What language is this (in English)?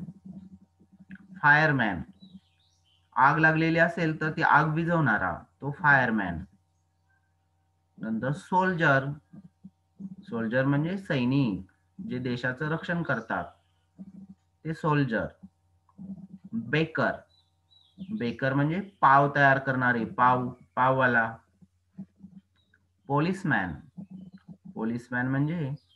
Marathi